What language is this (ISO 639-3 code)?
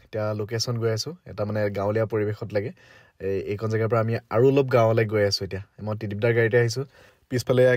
asm